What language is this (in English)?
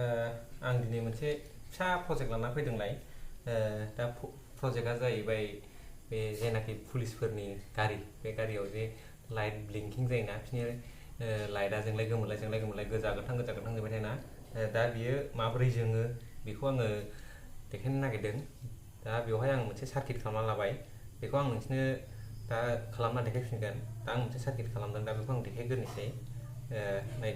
Bodo